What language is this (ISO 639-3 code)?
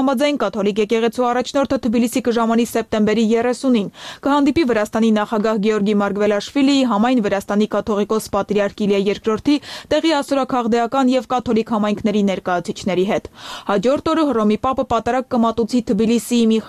hye